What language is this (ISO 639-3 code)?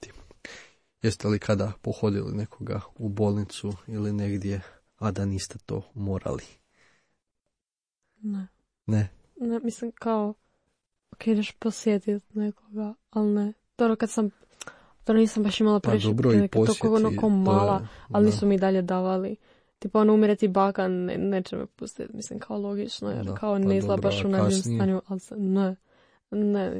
hrv